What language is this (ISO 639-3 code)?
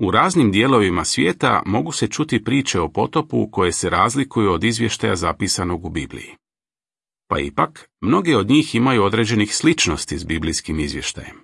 hrv